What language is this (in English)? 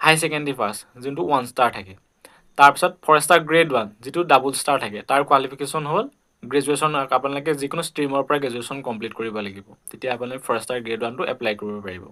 Assamese